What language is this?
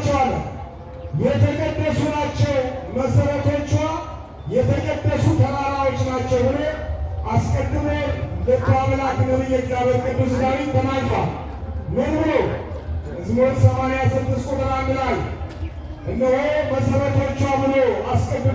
Amharic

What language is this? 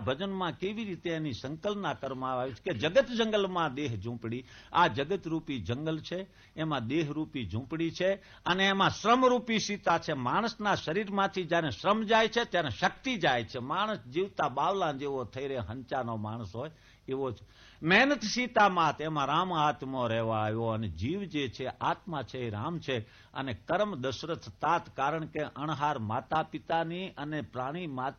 Gujarati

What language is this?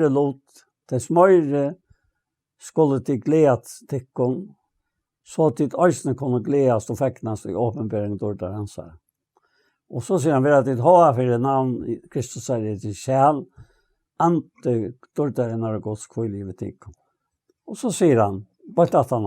Faroese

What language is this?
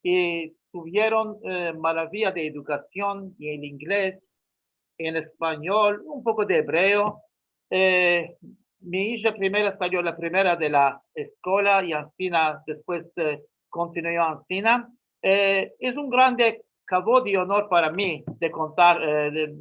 Ladino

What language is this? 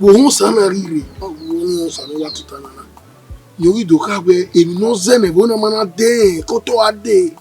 Bini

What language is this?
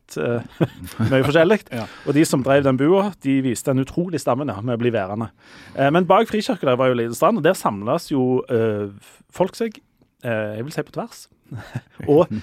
Norwegian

